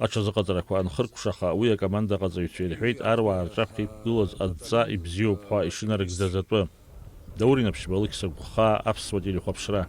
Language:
Abkhazian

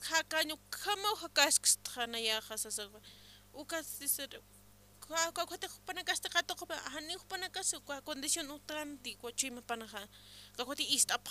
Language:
Aymara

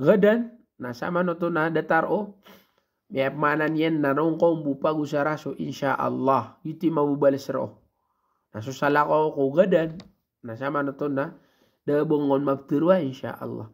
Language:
Maranao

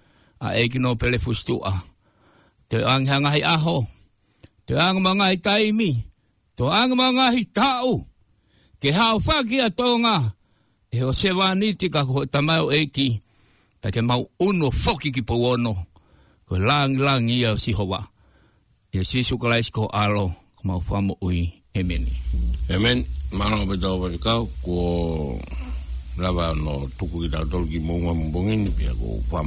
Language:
Tongan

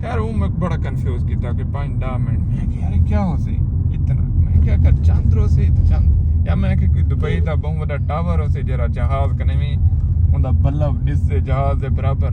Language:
Saraiki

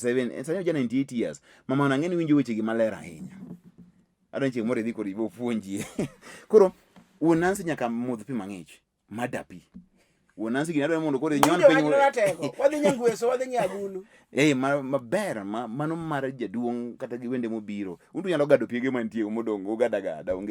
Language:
Luo (Kenya and Tanzania)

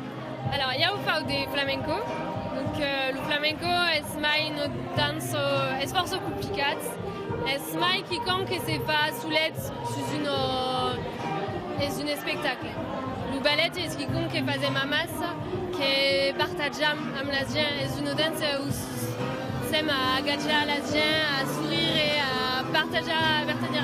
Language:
Occitan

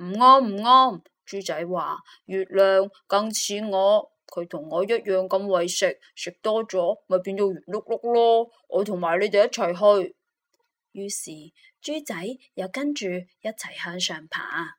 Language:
Cantonese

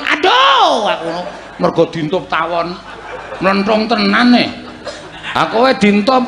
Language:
Javanese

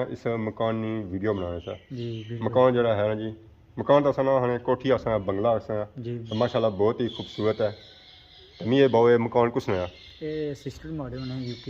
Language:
Pahari-Potwari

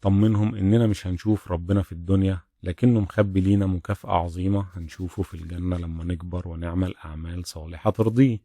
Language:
Egyptian Arabic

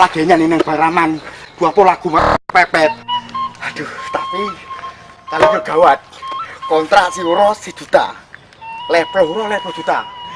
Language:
Achinese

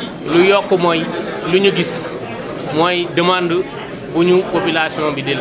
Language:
Wolof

